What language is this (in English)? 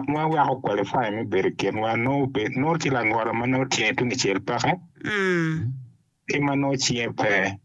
Acoli